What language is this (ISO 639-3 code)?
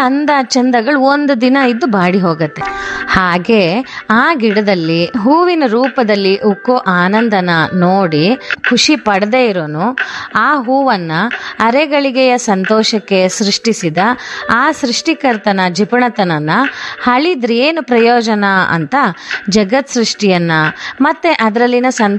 kan